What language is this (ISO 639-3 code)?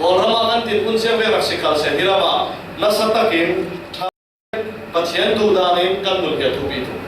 cfm